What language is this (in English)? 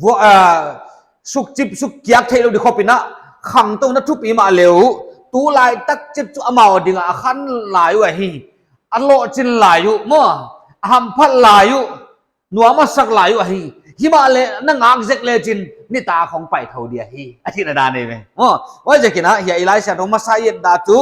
Paite Chin